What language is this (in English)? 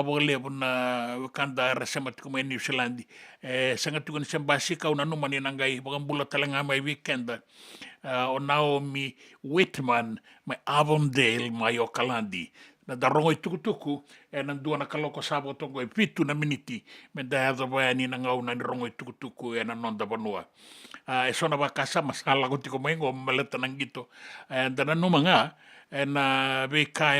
Fijian